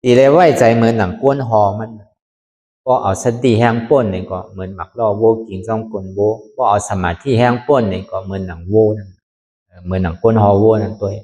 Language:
Shan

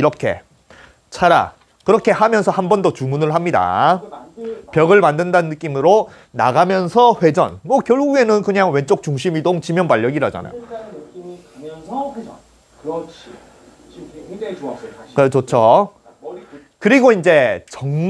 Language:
Korean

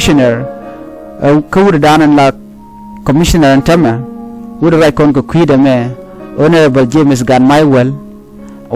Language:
Nuer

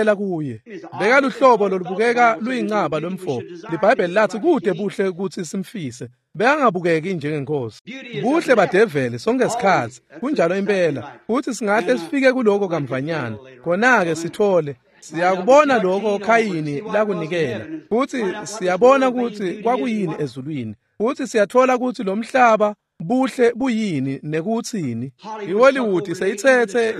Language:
Swati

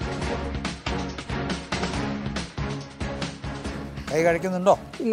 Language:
Malayalam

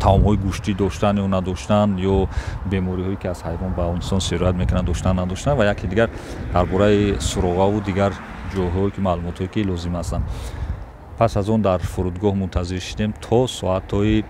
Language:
Tajik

